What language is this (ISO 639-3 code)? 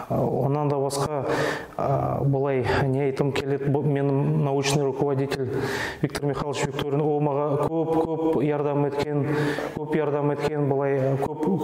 nog